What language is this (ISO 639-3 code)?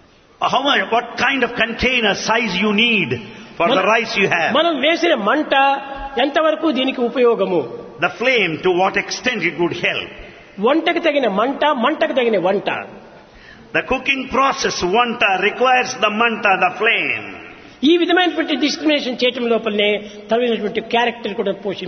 tel